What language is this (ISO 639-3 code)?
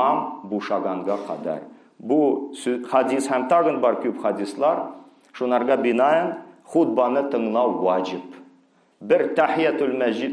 tat